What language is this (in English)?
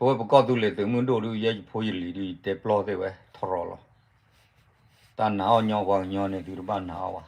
S'gaw Karen